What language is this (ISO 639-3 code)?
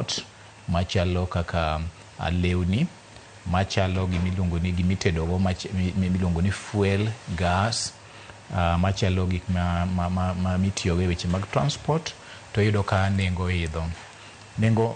luo